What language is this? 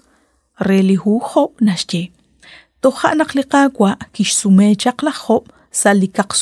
Kekchí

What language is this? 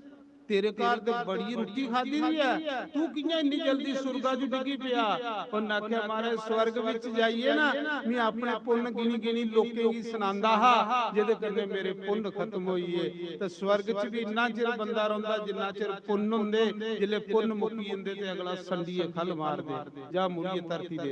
Dogri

